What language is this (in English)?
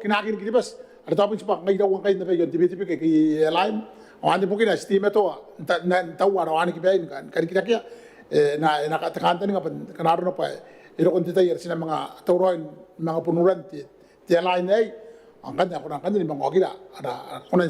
Gilbertese